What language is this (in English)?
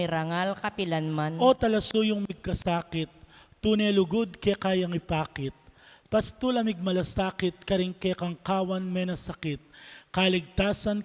Pampanga